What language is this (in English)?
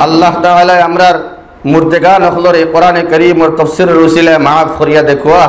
Sylheti